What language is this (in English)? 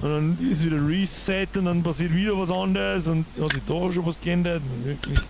Bavarian